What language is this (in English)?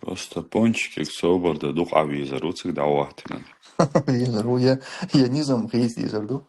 Chechen